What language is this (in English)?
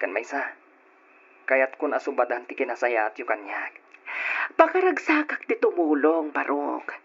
Iloko